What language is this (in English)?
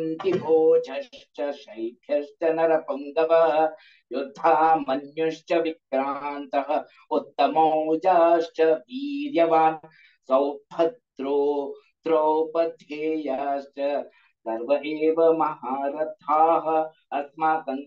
Sanskrit